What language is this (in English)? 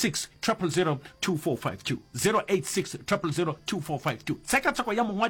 Northern Sotho